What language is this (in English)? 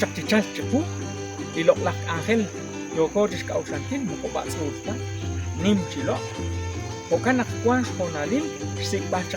Kekchí